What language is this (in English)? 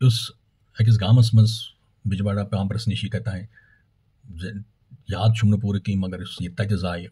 Kashmiri